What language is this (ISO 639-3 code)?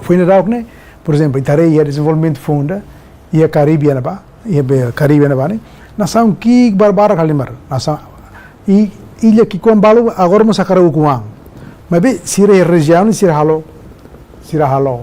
tet